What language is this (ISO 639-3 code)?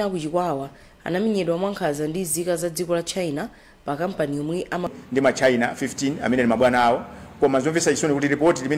nya